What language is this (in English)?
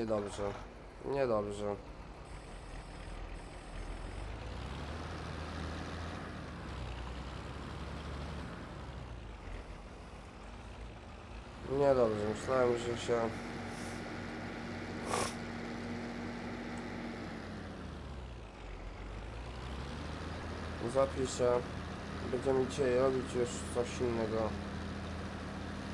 Polish